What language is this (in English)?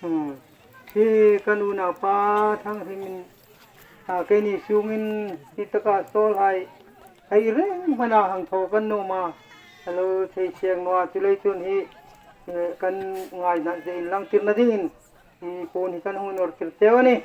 Hmar